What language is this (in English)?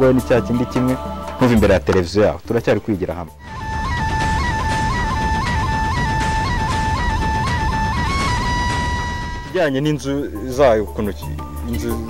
Kinyarwanda